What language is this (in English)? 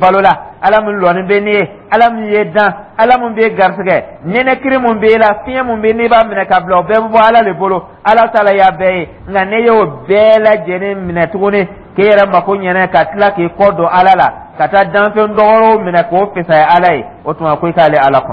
Dyula